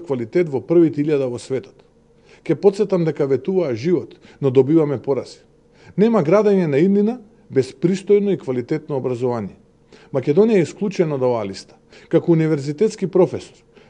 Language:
Macedonian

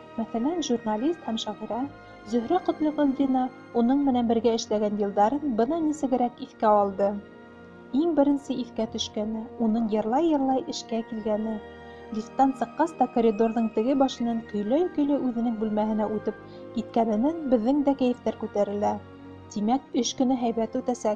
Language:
Bashkir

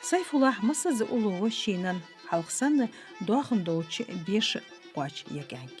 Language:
Ingush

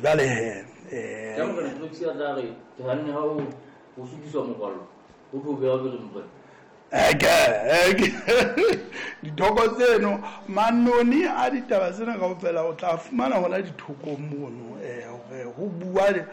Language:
Southern Sotho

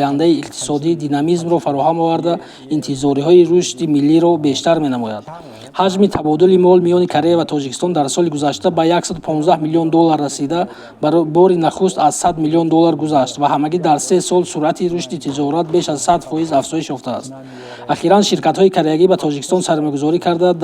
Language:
Tajik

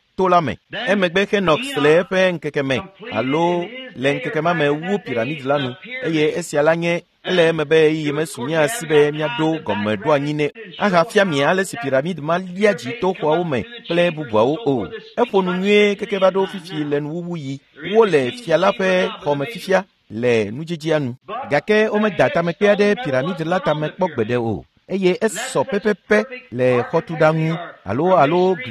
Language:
Ewe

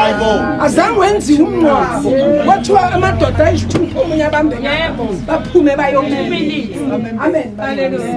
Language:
Zulu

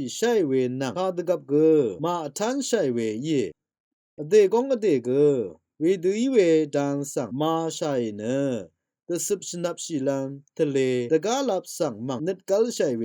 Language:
Rawang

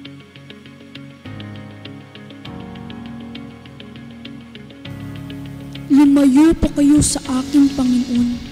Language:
Filipino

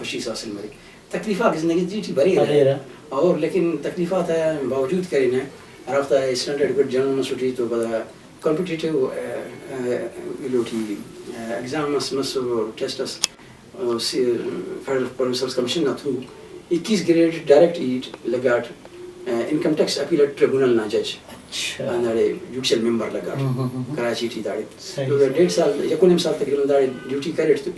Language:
Brahui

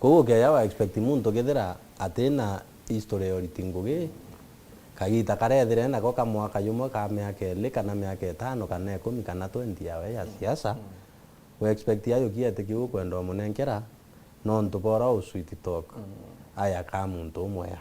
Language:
Meru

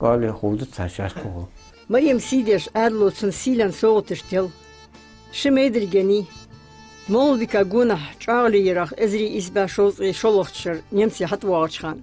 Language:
Ingush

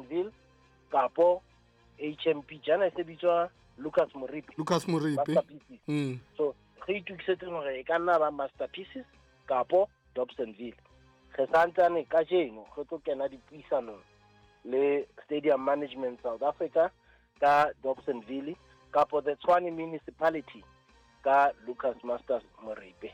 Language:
Southern Sotho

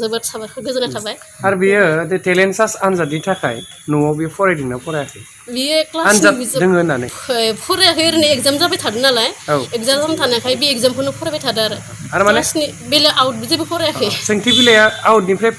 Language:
Bodo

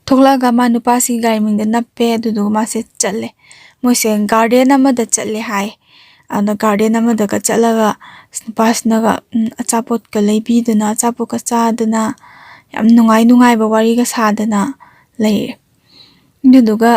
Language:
Manipuri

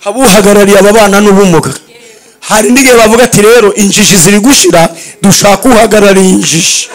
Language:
Kinyarwanda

